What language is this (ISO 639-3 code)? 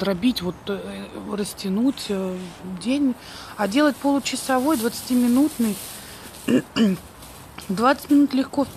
rus